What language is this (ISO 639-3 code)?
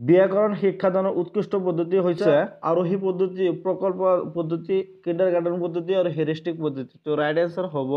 asm